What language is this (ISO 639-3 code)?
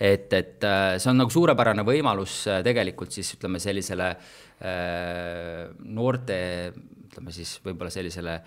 est